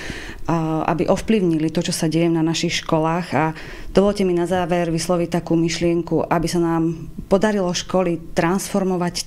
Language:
Slovak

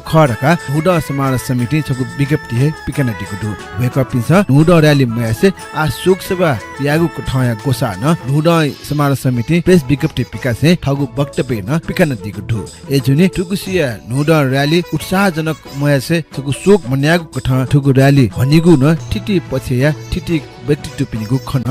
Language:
Newari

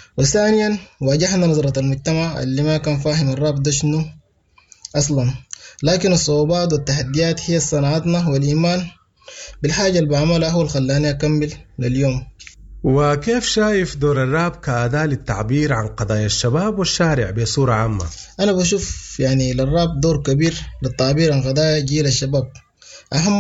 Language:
Sudanese Arabic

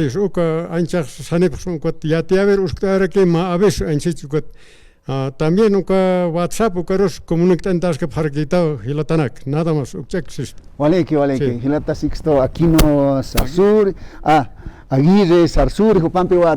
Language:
Aymara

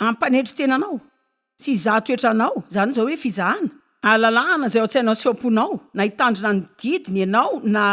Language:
Malagasy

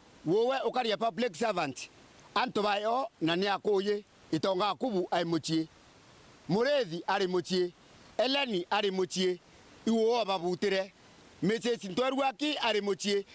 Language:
Meru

